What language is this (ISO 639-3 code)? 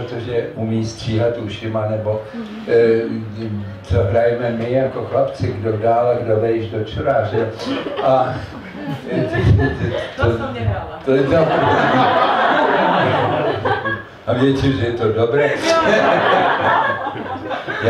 ces